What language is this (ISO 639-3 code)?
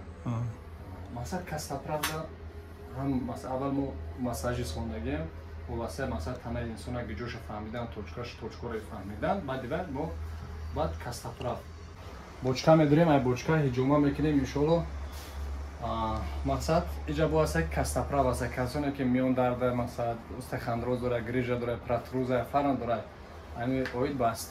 tgk